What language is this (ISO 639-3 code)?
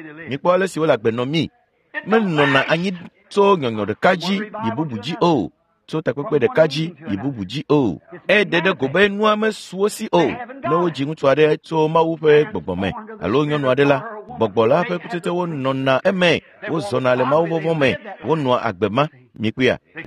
ewe